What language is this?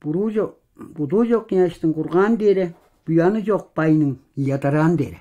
Tuvinian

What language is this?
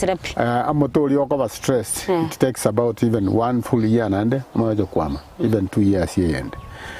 Gusii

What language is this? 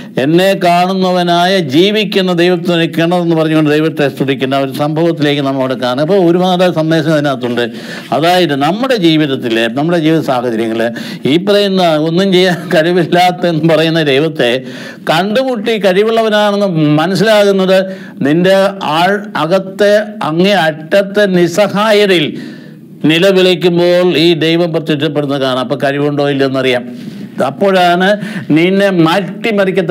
Malayalam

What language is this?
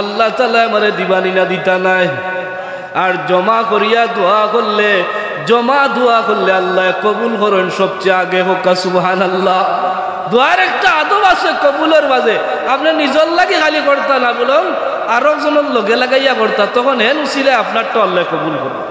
Sylheti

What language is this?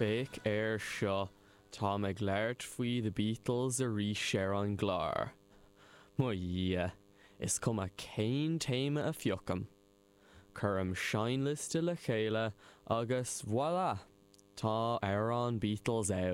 Irish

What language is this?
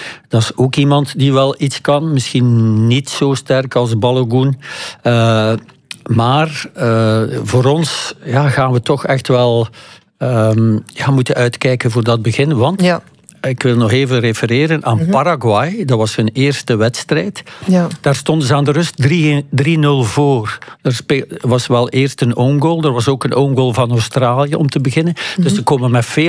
Dutch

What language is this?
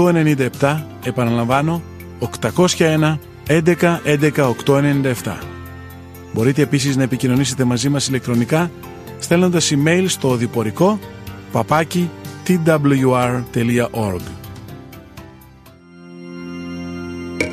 Greek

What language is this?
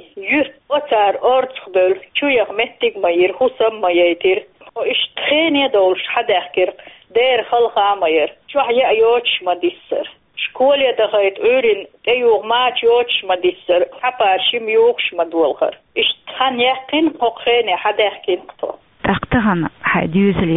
Chechen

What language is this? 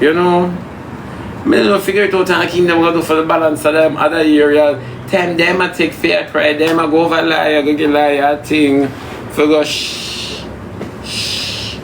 Jamaican Creole English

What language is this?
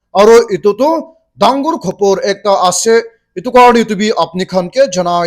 Naga Pidgin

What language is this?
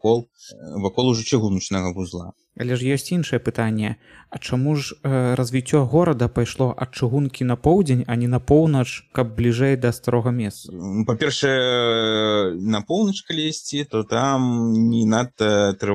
Belarusian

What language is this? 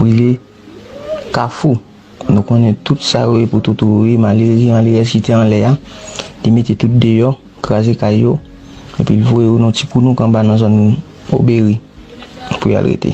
Haitian Creole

